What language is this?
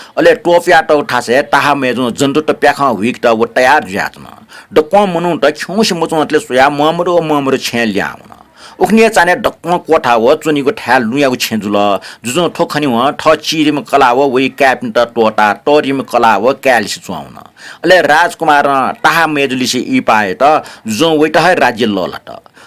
Newari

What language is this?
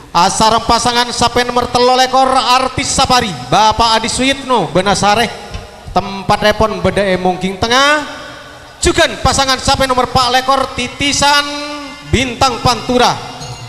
Madurese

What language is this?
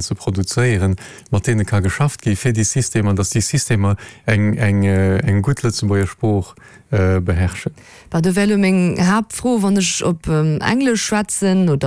Luxembourgish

